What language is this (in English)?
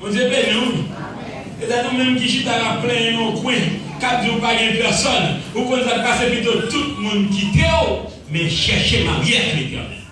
Haitian Creole